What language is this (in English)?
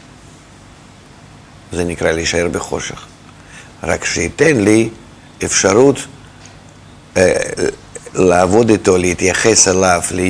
Hebrew